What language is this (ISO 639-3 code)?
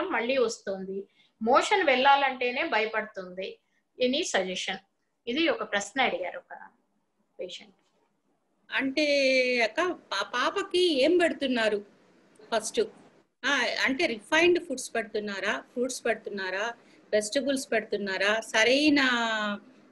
tel